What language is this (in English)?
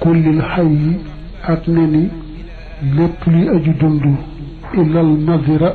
Wolof